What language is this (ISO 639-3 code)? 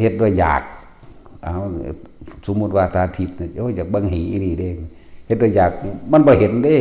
tts